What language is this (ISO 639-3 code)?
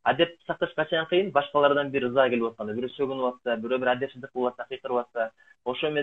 kir